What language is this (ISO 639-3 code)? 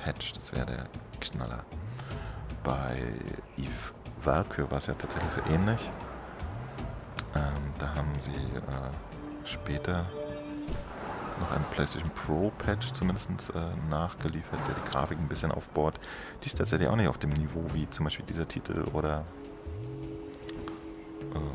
deu